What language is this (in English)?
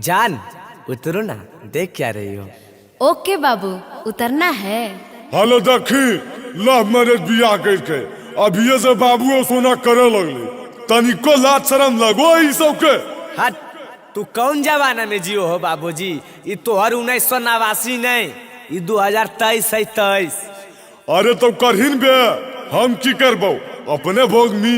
Magahi